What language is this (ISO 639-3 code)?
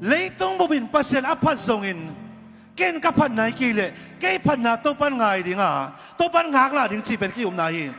ctd